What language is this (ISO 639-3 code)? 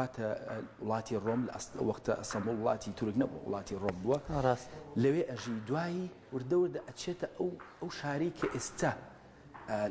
ckb